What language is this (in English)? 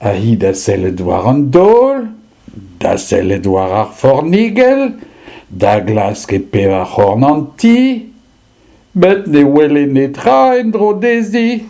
Breton